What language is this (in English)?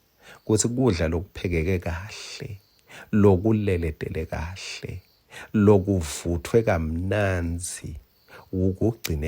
Swati